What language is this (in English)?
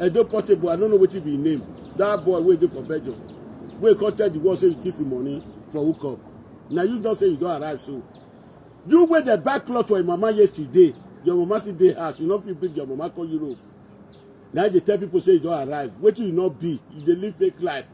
Nigerian Pidgin